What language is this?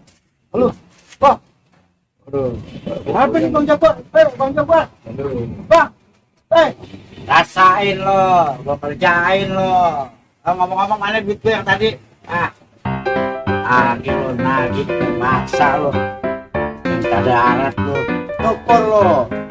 Betawi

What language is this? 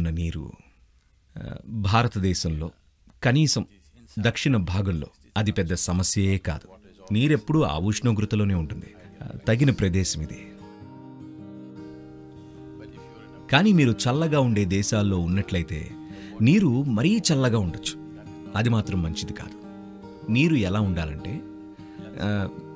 Telugu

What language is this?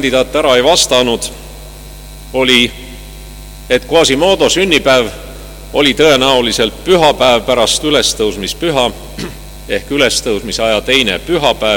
Estonian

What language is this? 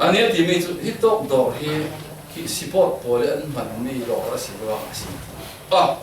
Falam Chin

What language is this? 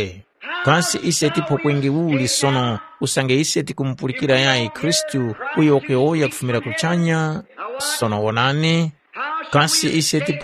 Tumbuka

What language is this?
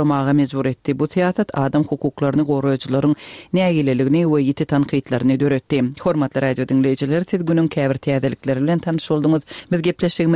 Turkmen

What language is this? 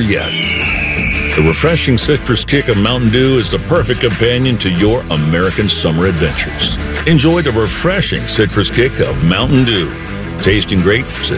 English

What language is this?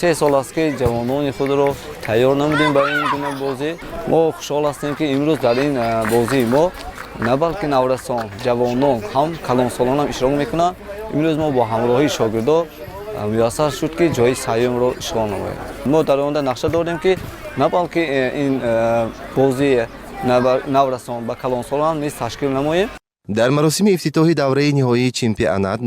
Tajik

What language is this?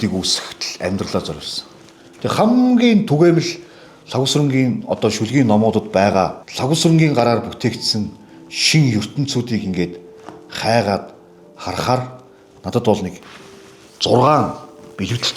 Mongolian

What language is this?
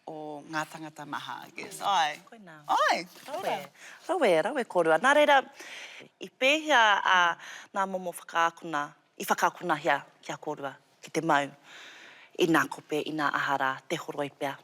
Māori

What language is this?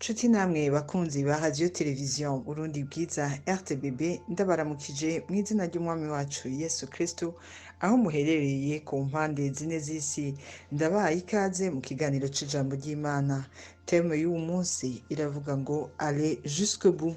Rundi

